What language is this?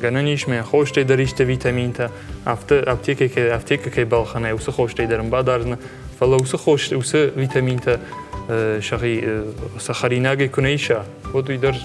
Ossetic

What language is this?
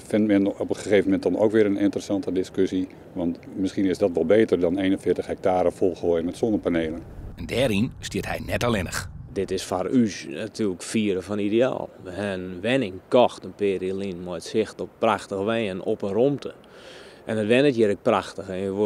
Western Frisian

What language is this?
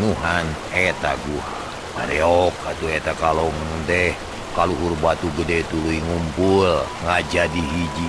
Sundanese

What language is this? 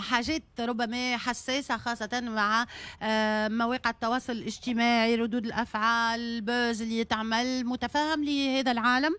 Tunisian Arabic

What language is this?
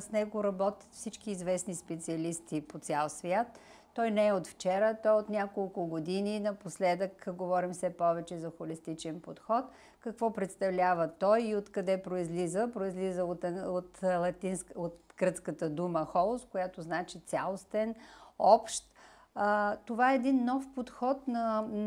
Bulgarian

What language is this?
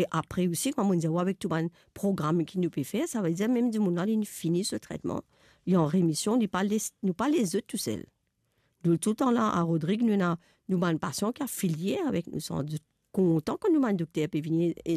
Morisyen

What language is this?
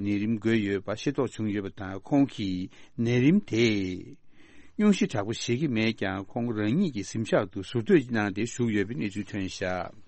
Tibetan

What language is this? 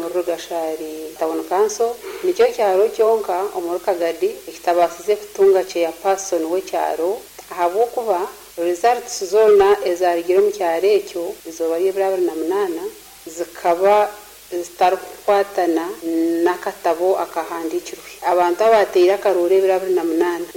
Nyankole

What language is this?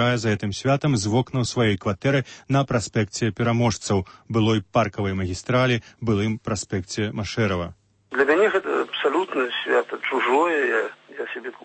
Belarusian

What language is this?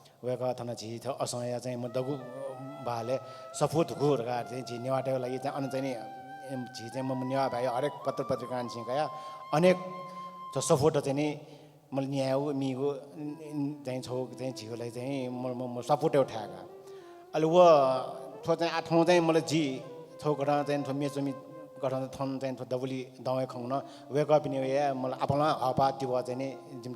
Newari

